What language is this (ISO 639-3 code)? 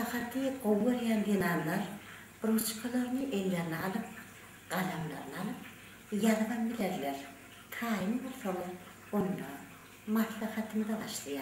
tuk